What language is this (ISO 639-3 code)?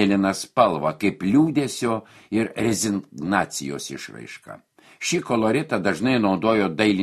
lit